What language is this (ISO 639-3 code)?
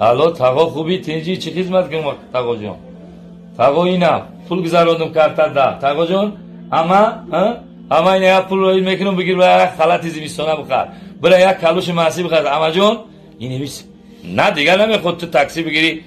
tgk